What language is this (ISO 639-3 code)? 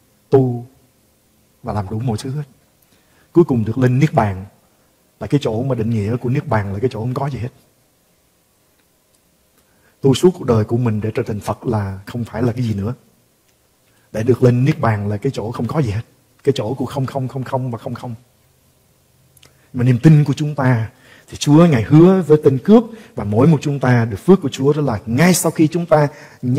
vie